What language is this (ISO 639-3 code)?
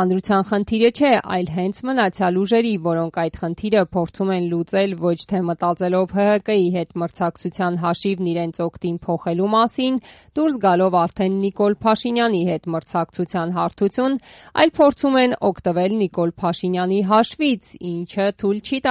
hye